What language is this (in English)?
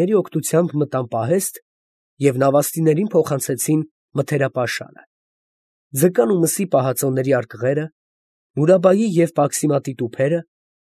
Armenian